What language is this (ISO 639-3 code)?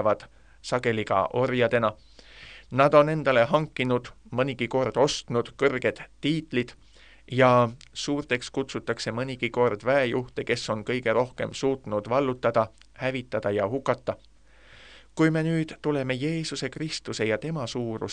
est